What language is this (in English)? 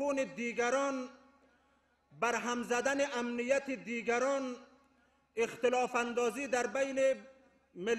Persian